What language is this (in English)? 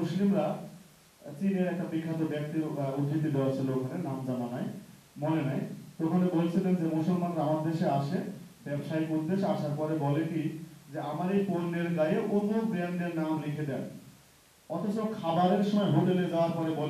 Bangla